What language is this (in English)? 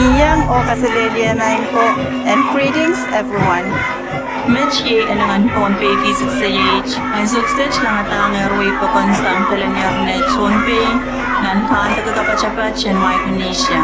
Pohnpeian